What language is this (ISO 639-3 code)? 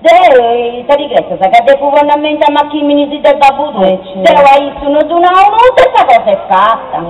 srd